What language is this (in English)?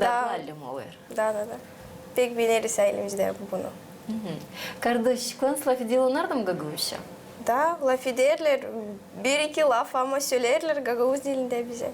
Gagauz